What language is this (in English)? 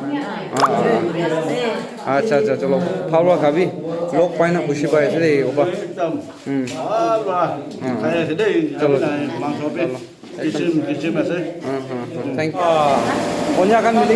Naga Pidgin